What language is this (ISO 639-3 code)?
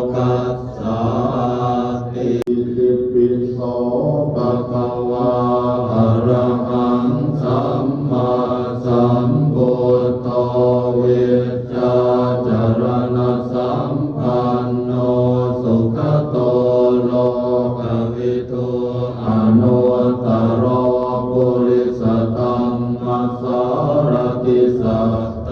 pli